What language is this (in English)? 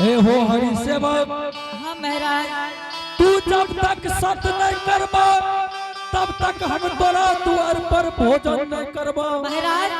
Angika